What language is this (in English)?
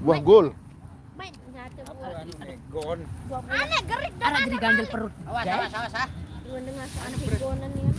Sasak